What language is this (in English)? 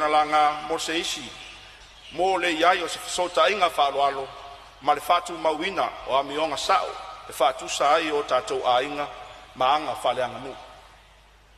Samoan